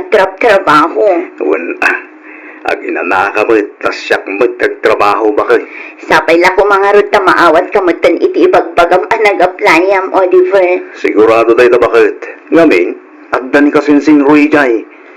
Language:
Iloko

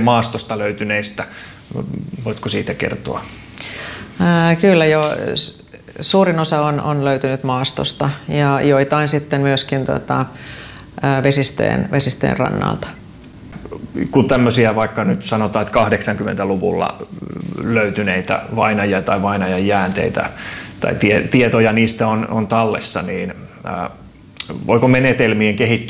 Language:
Finnish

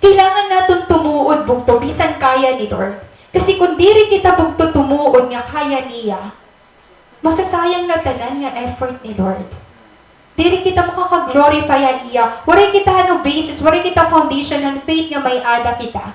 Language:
Waray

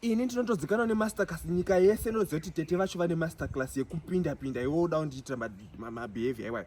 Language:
Shona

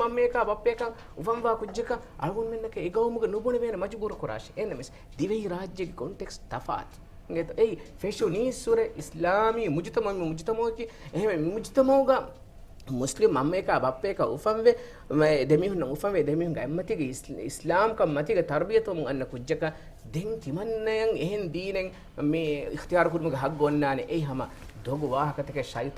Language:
Divehi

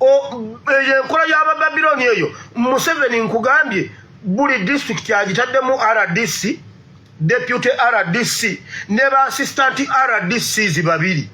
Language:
Ganda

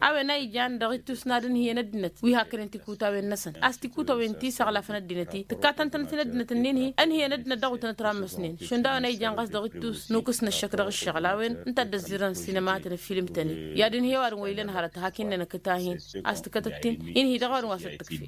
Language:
Tamasheq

